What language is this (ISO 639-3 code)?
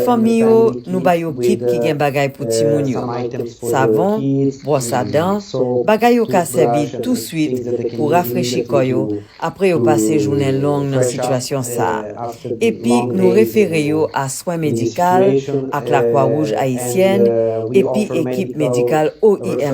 hat